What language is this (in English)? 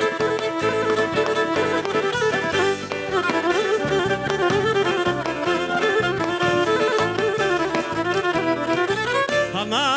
Greek